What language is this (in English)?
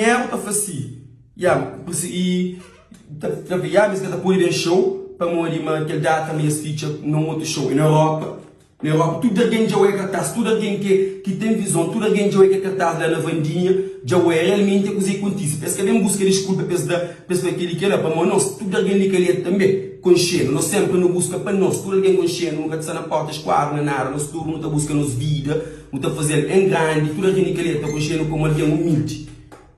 Kabuverdianu